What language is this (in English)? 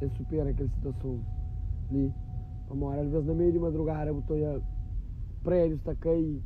Kabuverdianu